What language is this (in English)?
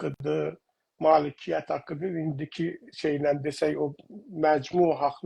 South Azerbaijani